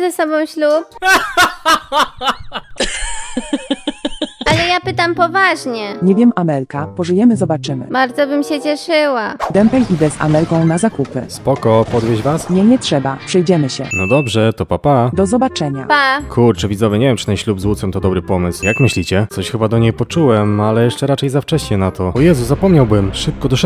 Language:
Polish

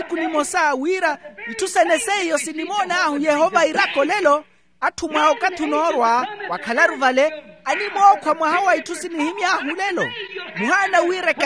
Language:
Makhuwa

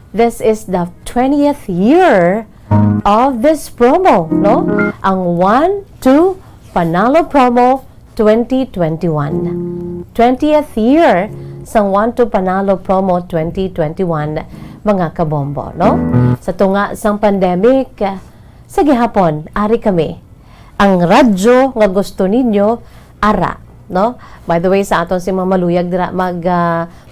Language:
Hiligaynon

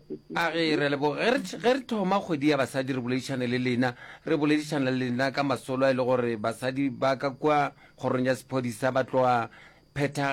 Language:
Northern Sotho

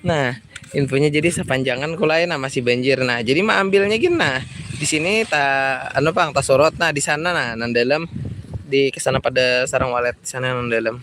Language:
Banjar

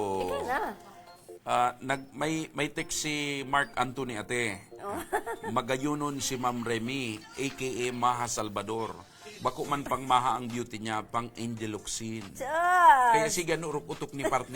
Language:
Bikol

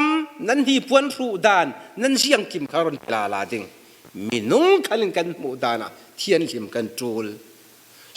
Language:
Falam Chin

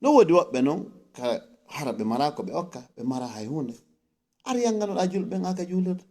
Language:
Fula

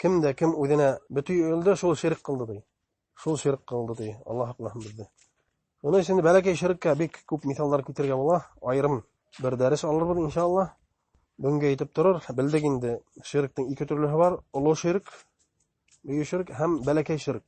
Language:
Bashkir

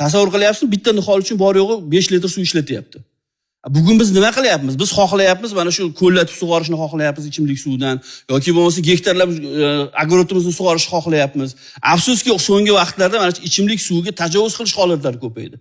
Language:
Uzbek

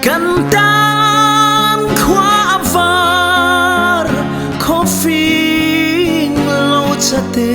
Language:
Hakha Chin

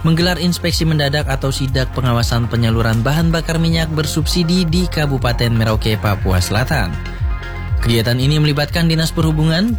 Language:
Indonesian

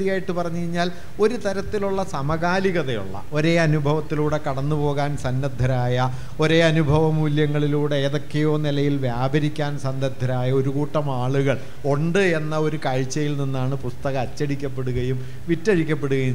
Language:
Malayalam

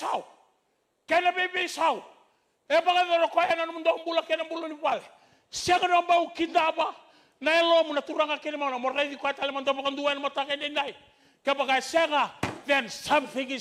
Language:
Fijian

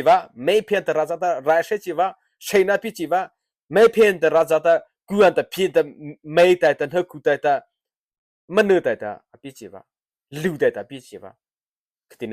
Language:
Mara Chin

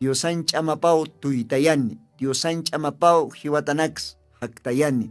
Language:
Aymara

